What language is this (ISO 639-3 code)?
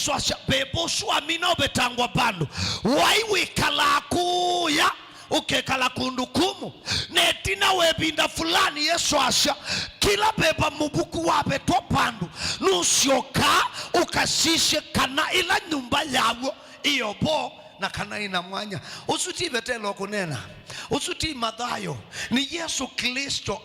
kam